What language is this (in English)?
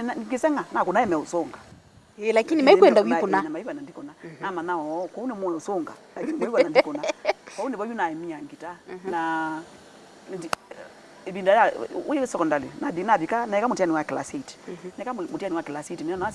Kamba